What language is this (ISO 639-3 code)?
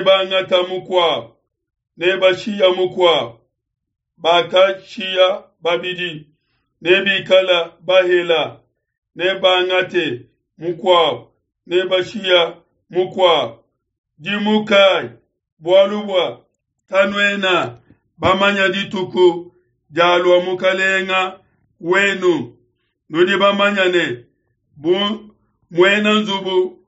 lua